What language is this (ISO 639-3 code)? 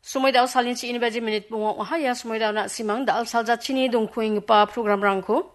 grt